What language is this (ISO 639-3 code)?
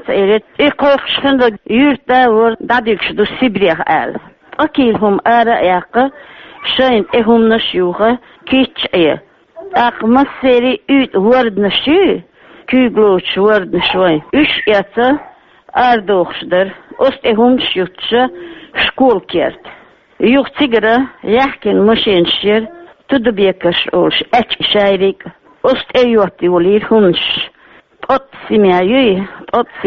che